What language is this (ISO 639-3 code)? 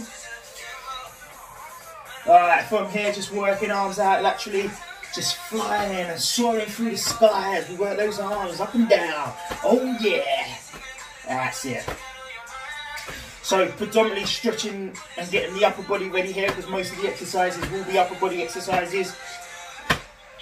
eng